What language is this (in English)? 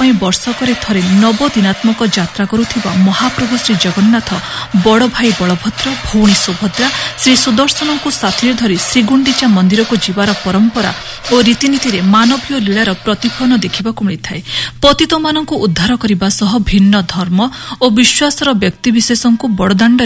Odia